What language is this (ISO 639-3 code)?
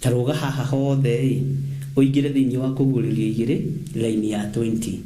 kik